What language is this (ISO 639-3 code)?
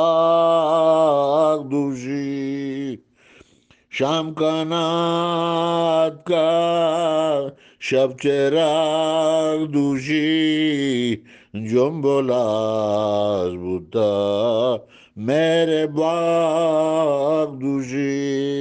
bgp